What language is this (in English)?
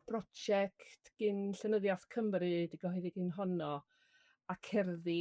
Welsh